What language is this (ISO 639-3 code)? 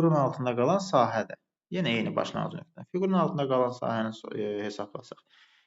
aze